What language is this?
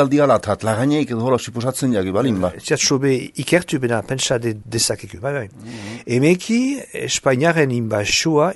Basque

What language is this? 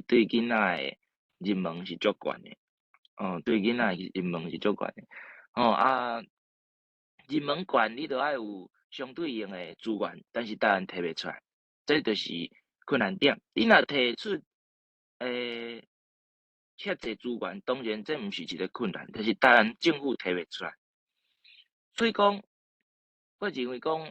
Min Nan Chinese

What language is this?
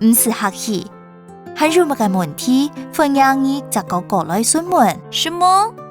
Hakka Chinese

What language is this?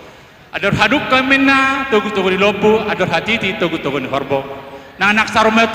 Batak Toba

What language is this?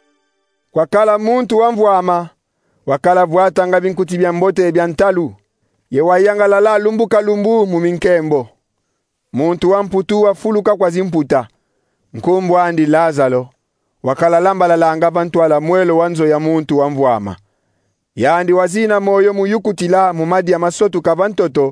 Kongo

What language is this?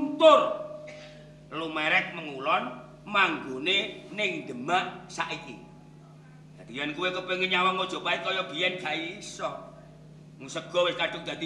Javanese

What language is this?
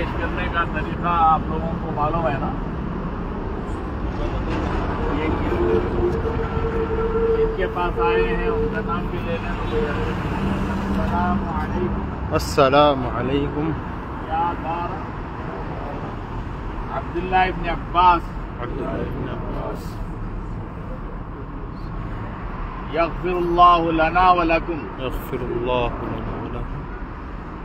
Urdu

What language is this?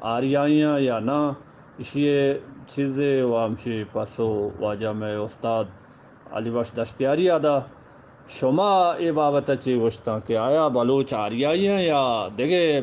Eastern Balochi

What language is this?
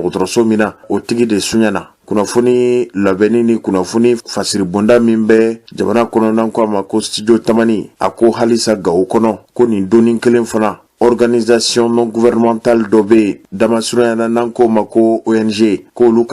Bambara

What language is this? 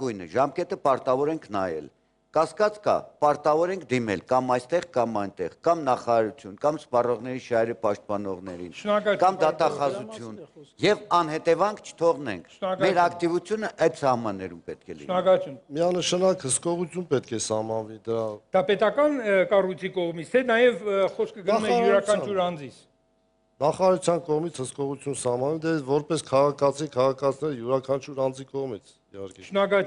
Armenian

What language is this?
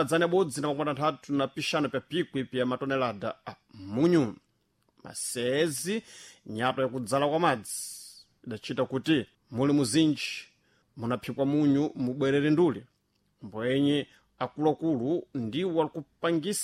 Sena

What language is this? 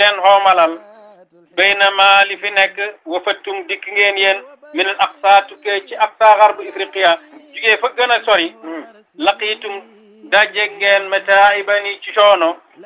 Wolof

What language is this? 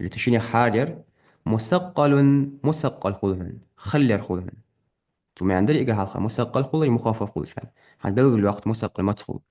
Ingush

